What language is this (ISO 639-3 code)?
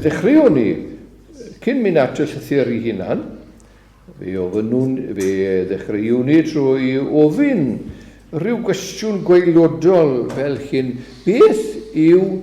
cym